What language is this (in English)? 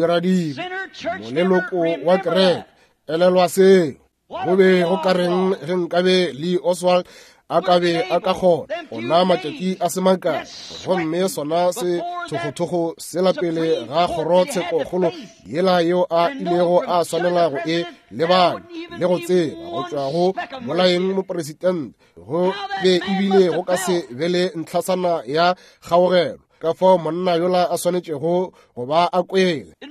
Northern Sotho